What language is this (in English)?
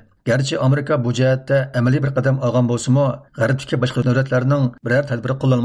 Uyghur